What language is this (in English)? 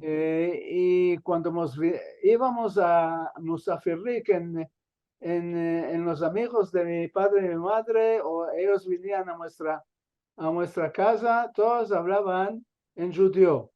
Ladino